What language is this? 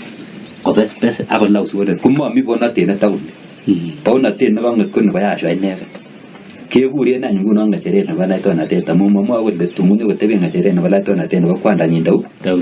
Kalenjin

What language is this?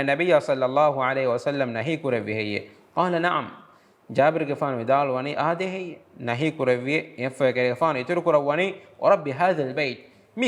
Divehi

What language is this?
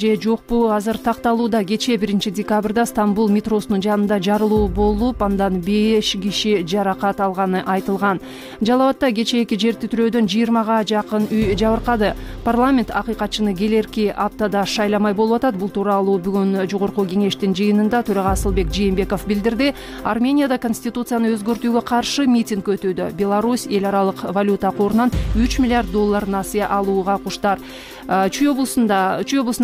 Kyrgyz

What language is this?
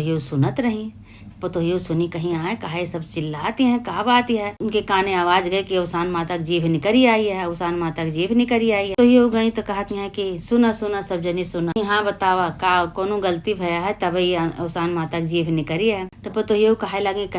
Awadhi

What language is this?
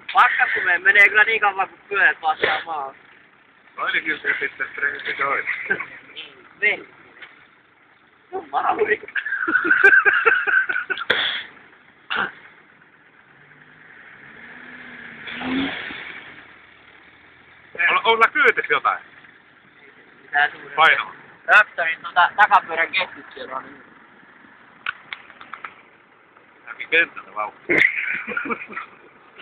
Finnish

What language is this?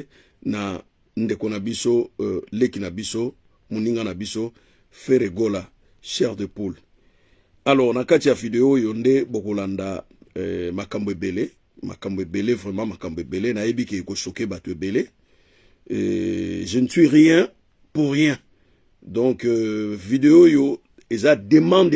Lingala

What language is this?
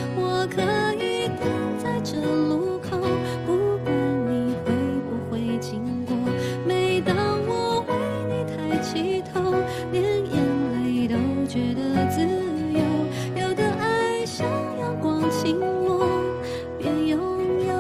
Chinese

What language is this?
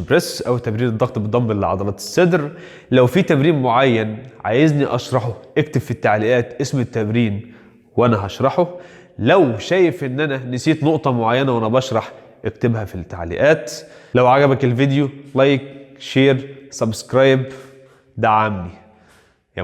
Egyptian Arabic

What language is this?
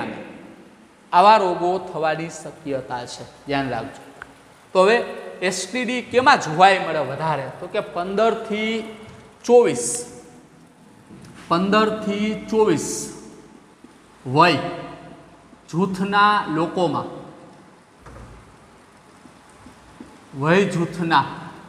Gujarati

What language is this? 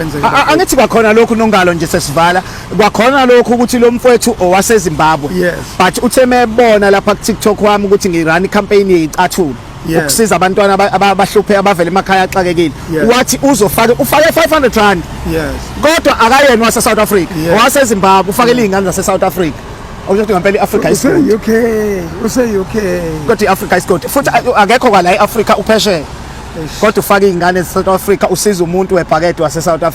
Zulu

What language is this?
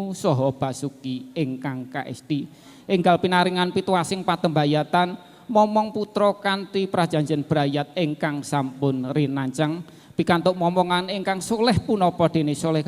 Javanese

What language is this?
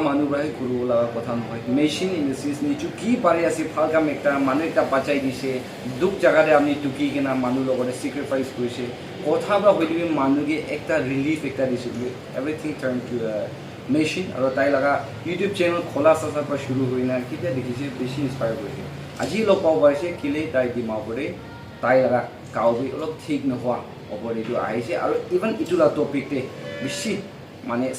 Naga Pidgin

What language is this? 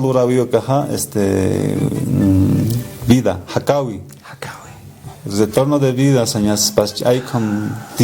Aymara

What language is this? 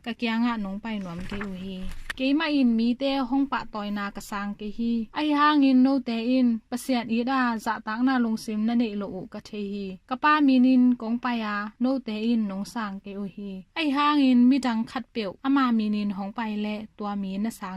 Tedim Chin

